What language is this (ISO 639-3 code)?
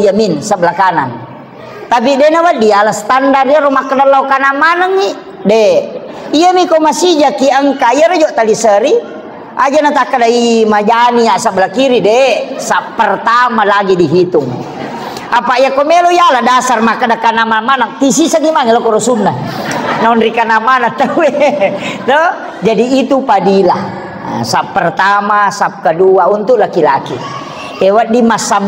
bug